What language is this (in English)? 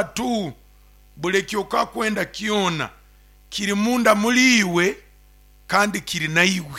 Nyoro